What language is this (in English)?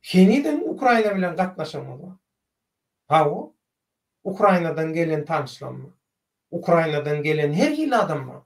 Turkmen